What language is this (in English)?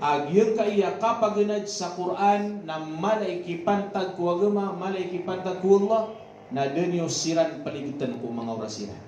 Maranao